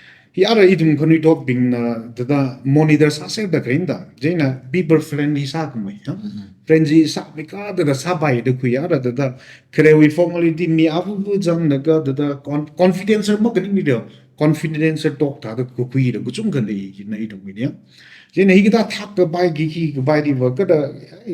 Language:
Tangkhul Naga (India)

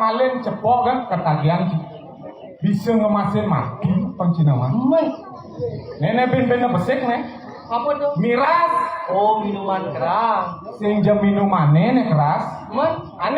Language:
Balinese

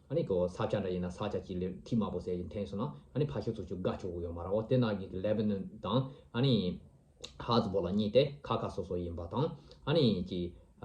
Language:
Tibetan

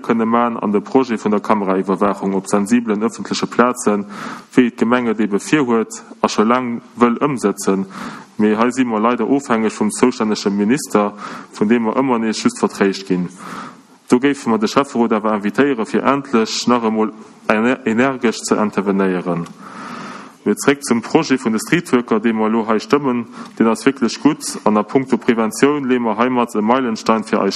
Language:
Luxembourgish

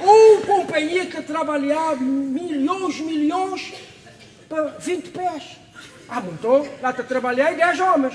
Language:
Kabuverdianu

